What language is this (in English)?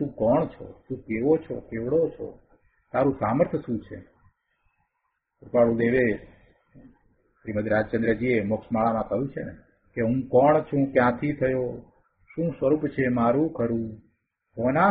Gujarati